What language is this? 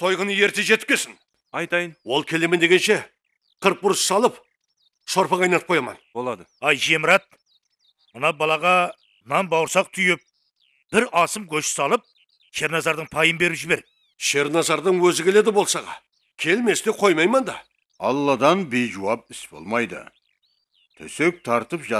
Kara-Kalpak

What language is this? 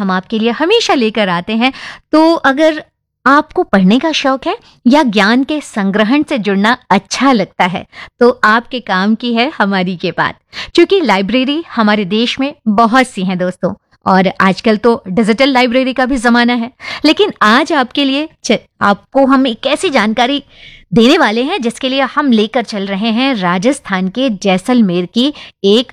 Hindi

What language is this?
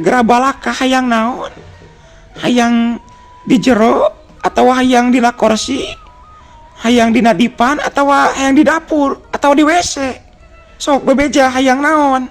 Sundanese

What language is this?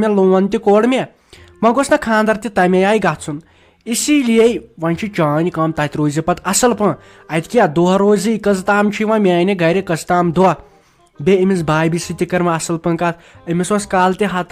Kashmiri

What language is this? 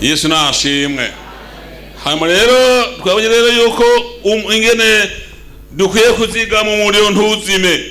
Rundi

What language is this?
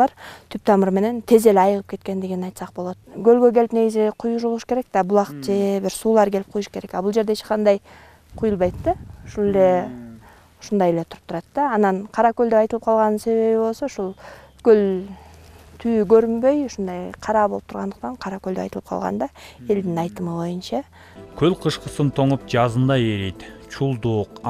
Kyrgyz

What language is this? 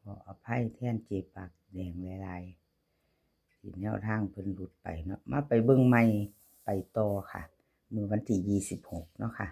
Northeastern Thai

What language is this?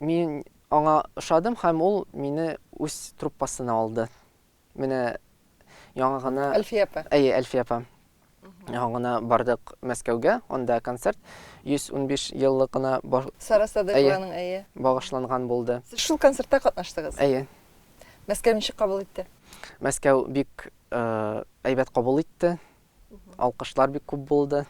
Tatar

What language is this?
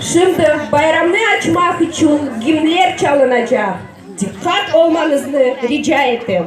Crimean Tatar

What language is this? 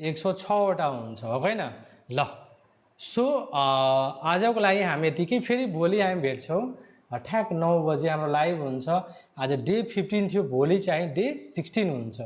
Nepali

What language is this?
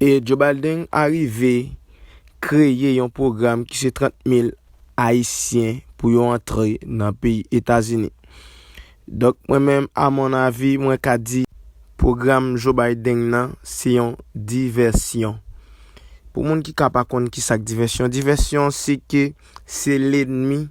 Haitian Creole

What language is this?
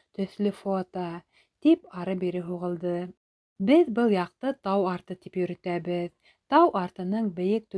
Bashkir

